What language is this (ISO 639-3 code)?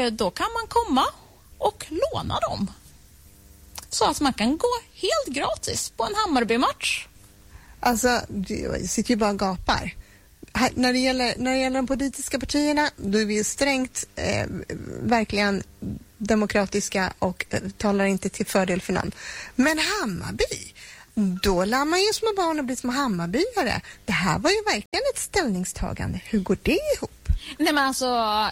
swe